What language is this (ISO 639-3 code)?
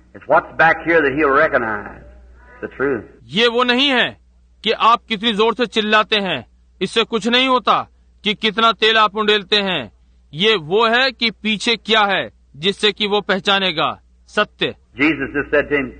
hin